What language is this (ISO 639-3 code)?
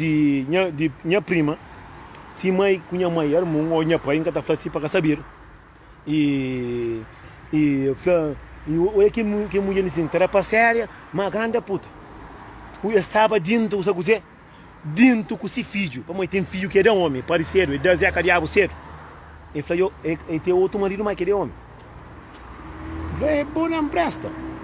kea